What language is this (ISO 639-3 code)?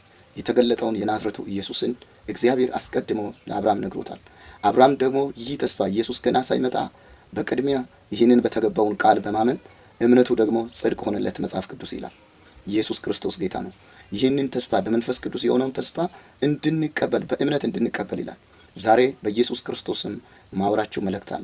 amh